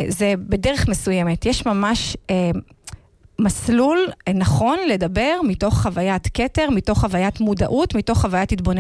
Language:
Hebrew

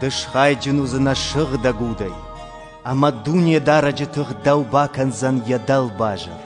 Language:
Ossetic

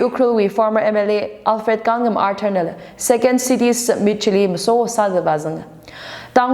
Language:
Tangkhul Naga (India)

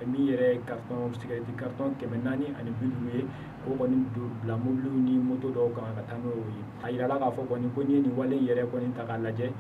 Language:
Bambara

